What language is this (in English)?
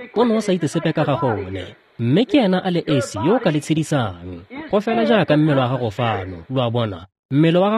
Tswana